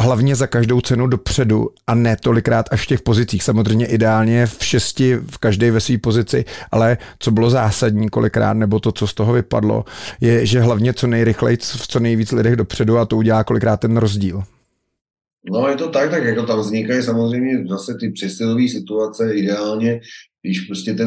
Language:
Czech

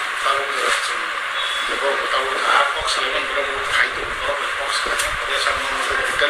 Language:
Kok Borok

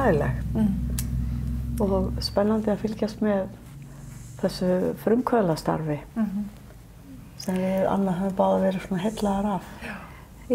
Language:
Icelandic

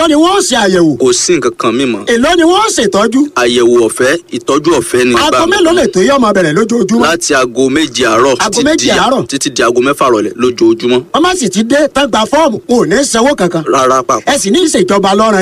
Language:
Yoruba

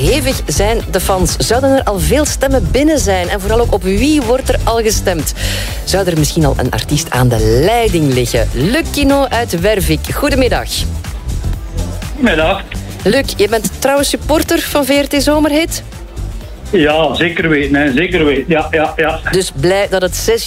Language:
Dutch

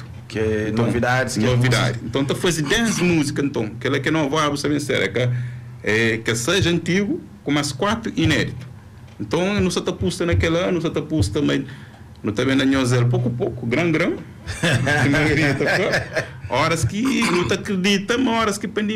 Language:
Kabuverdianu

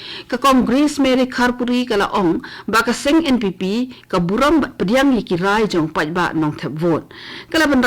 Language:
Khasi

